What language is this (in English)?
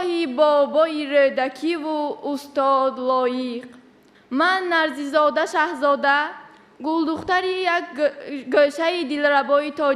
Tajik